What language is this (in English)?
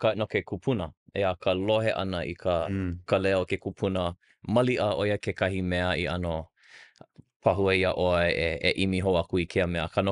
Hawaiian